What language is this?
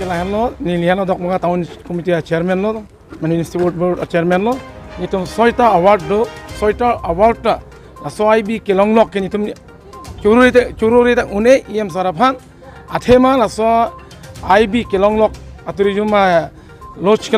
Karbi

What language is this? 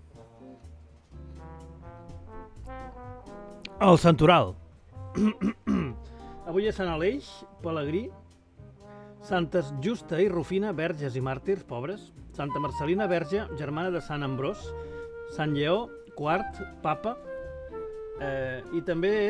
Catalan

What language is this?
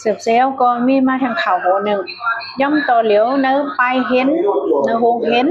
Shan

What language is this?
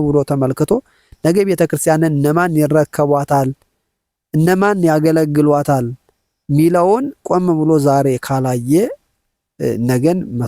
Amharic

